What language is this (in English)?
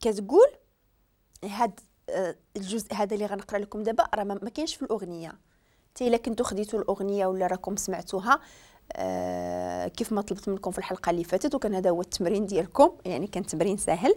Moroccan Arabic